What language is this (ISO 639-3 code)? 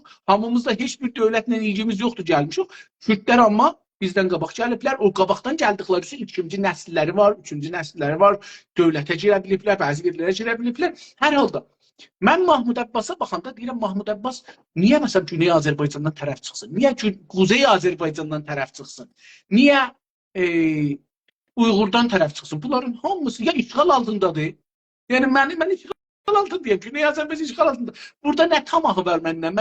azb